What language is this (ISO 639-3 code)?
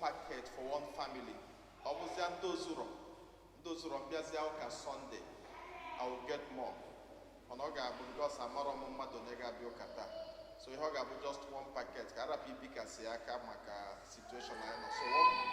ibo